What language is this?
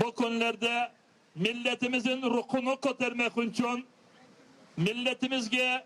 Crimean Tatar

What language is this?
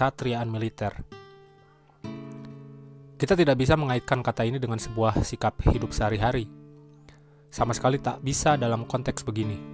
Indonesian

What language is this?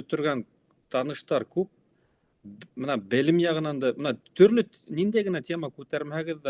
Bashkir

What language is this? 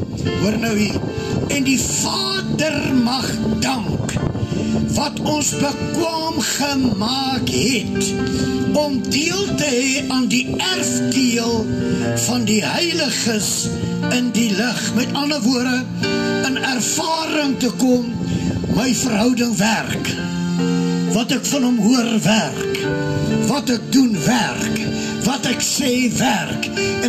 Afrikaans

